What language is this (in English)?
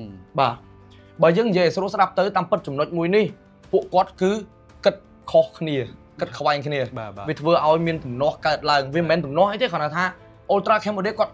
Khmer